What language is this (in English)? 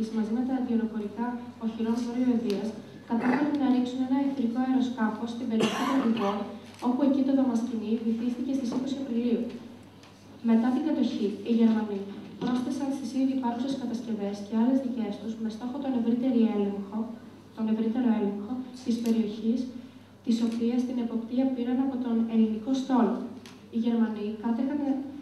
Greek